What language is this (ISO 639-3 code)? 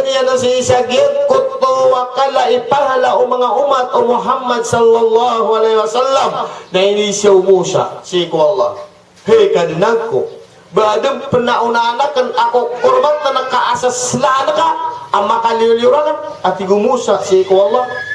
mrw